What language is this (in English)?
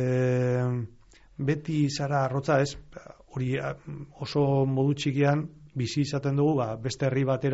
Basque